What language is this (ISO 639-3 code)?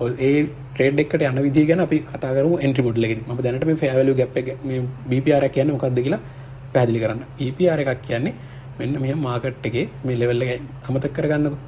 sin